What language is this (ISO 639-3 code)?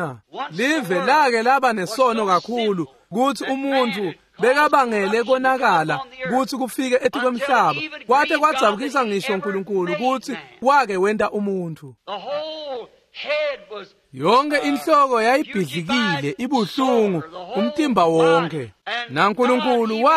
ssw